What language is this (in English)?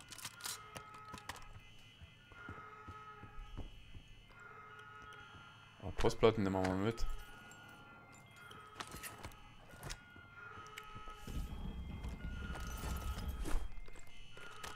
German